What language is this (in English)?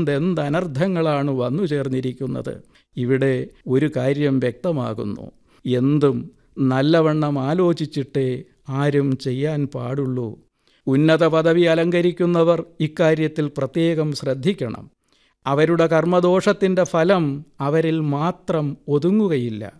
Malayalam